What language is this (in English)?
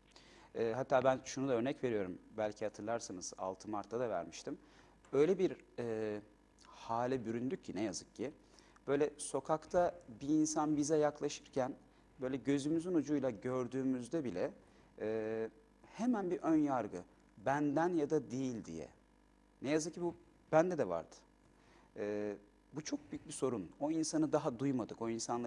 Turkish